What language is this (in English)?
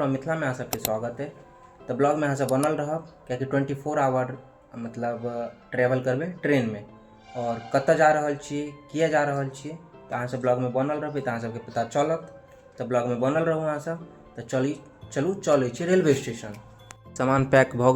Maithili